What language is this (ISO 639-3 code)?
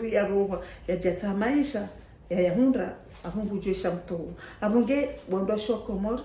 zdj